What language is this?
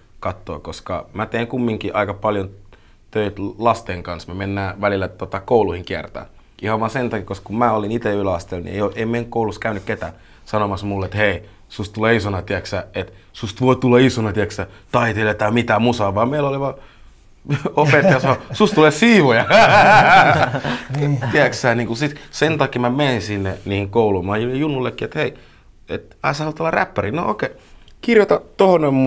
Finnish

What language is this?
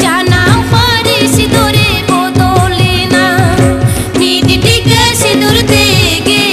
Santali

